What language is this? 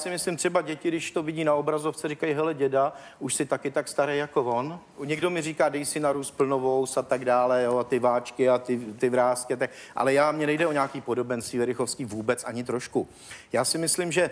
Czech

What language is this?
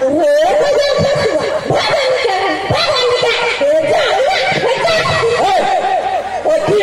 Maithili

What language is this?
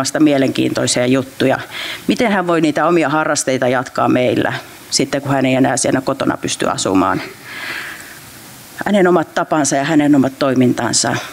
Finnish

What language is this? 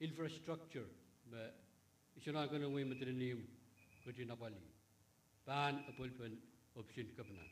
Pohnpeian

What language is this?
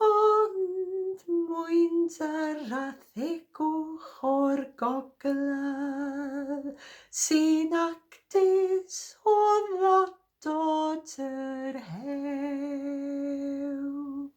Welsh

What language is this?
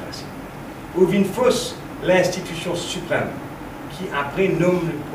Morisyen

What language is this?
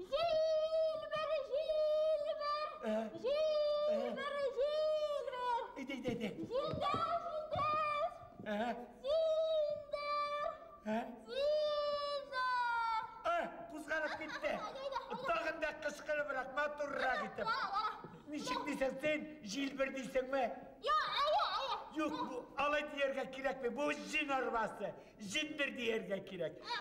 Bashkir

